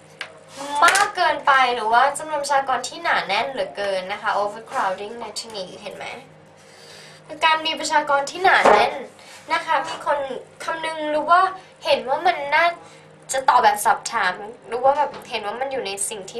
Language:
Thai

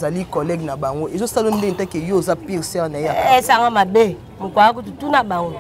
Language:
Lingala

